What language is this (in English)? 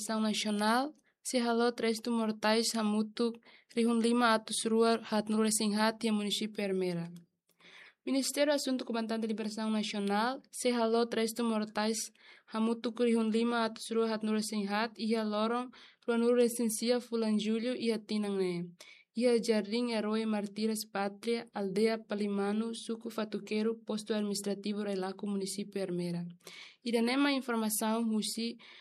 Tetum